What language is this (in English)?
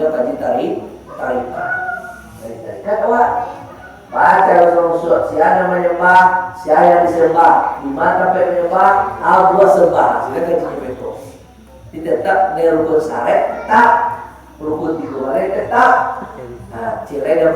Minangkabau